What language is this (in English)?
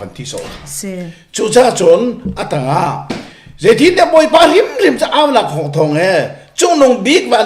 Hakha Chin